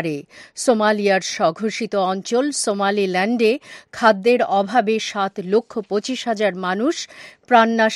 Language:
Bangla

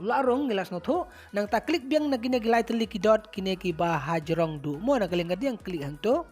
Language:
Khasi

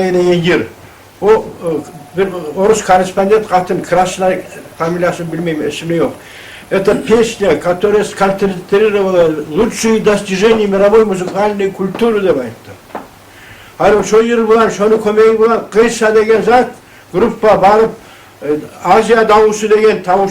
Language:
Kumyk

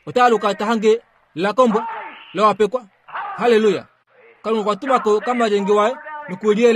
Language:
Kuanyama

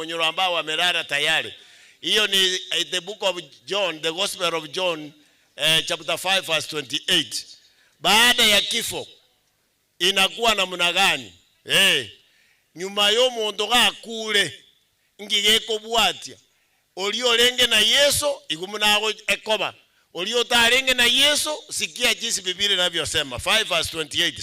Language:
Gusii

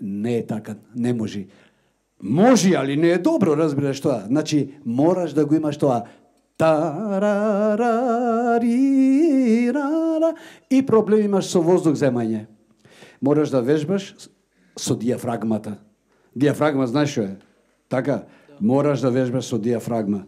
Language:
Macedonian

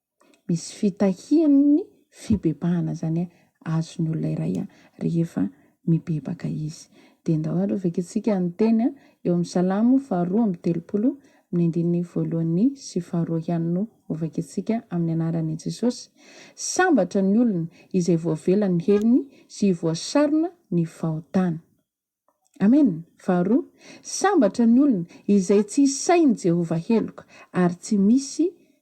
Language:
Malagasy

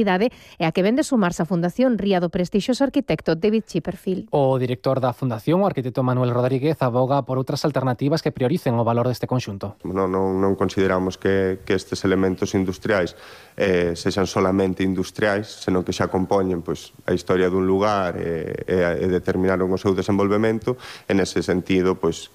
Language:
Galician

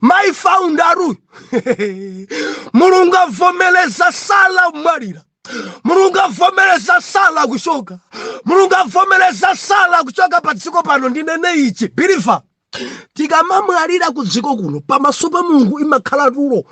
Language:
Nyanja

